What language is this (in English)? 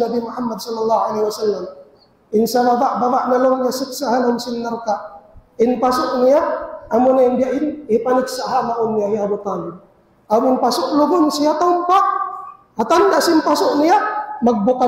Tausug